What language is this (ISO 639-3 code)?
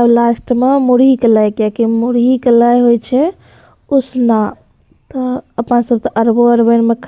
mai